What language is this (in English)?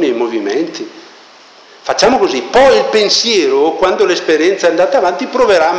Italian